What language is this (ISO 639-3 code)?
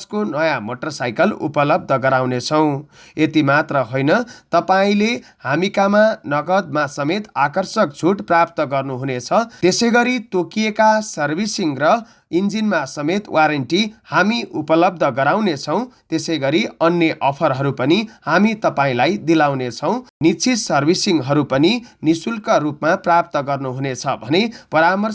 nep